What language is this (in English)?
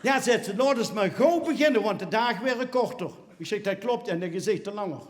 Limburgish